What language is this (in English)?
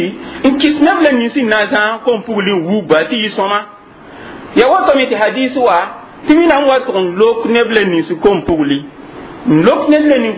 Mossi